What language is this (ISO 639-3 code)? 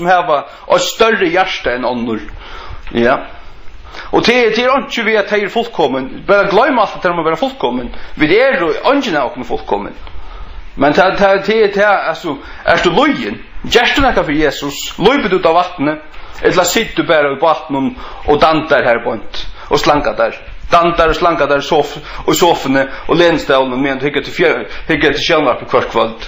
fao